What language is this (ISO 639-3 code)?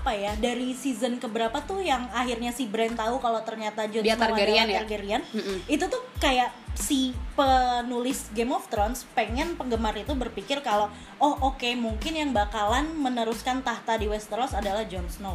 ind